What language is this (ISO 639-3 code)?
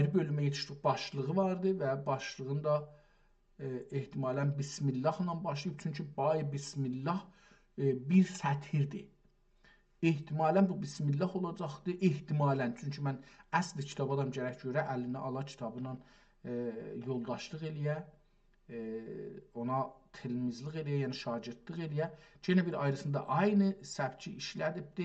azb